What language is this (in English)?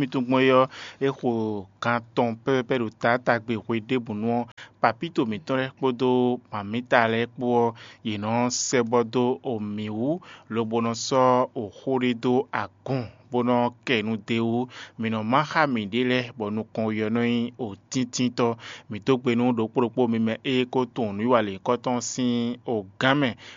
Fon